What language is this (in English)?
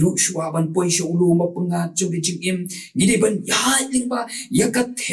Khasi